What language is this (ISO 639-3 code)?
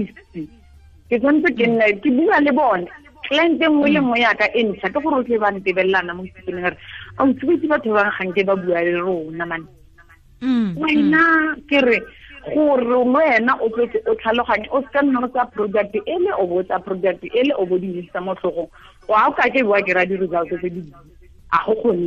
tsn